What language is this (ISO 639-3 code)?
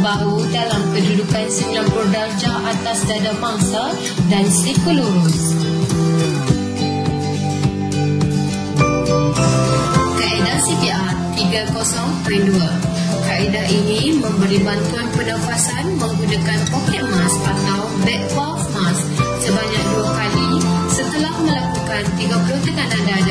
msa